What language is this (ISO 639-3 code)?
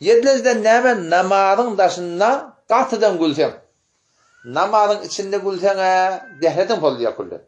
tuk